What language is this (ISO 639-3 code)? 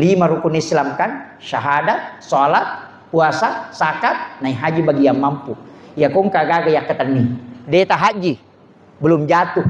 bug